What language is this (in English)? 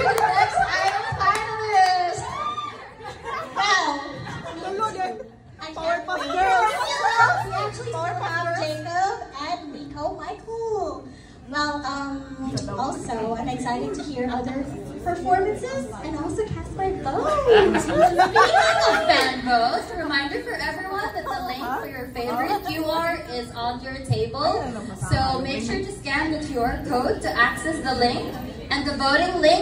English